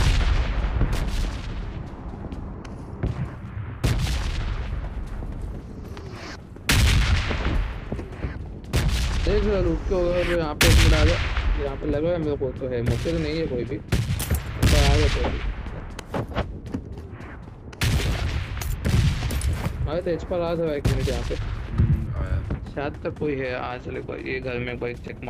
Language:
Hindi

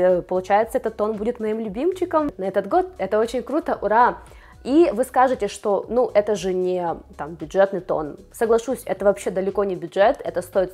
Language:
Russian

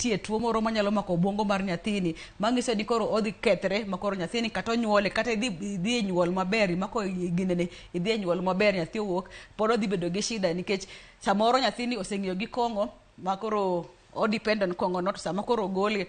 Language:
Luo (Kenya and Tanzania)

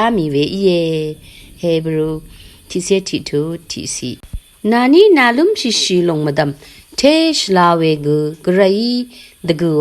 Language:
Rawang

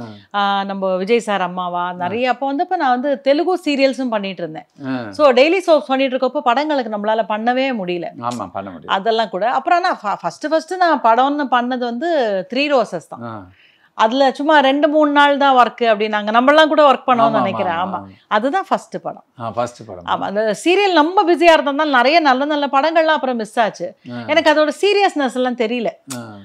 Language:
Tamil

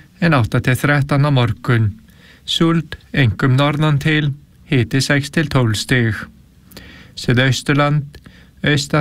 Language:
Icelandic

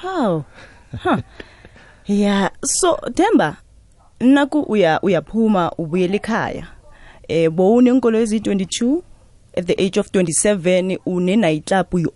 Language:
South Ndebele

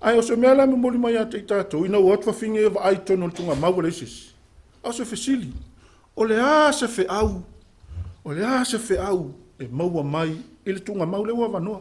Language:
Samoan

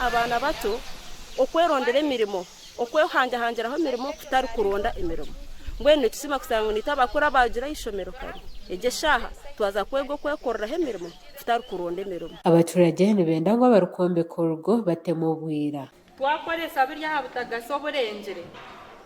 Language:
Nyankole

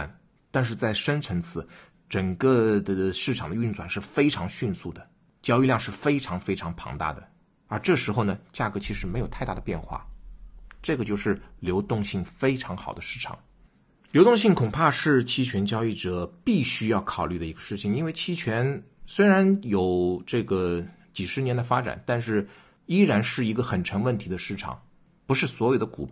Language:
Chinese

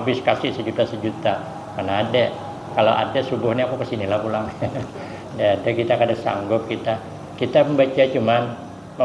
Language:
Banjar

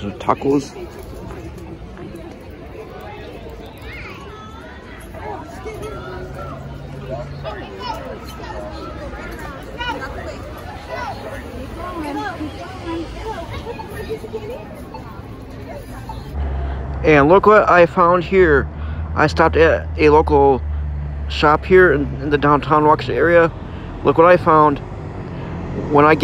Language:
English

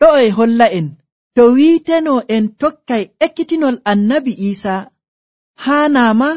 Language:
Nigerian Fulfulde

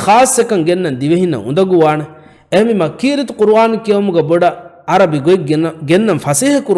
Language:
Divehi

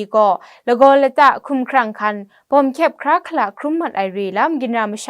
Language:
Kachin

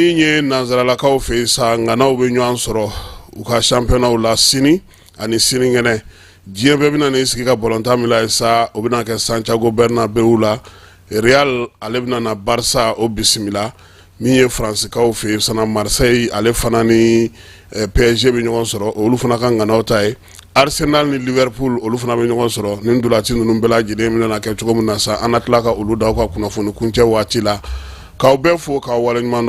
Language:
Bambara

